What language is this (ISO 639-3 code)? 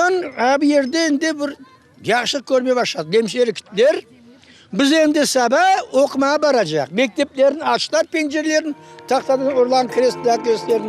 crh